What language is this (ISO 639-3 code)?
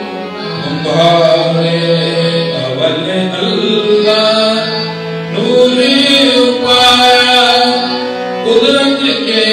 pan